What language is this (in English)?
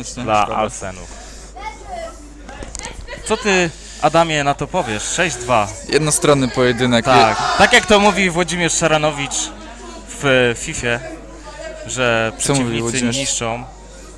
Polish